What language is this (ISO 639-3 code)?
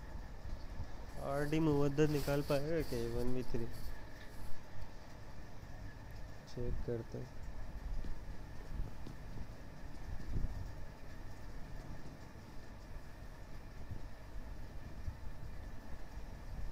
hin